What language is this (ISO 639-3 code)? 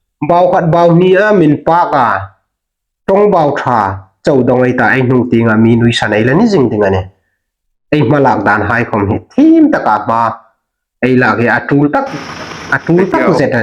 hmr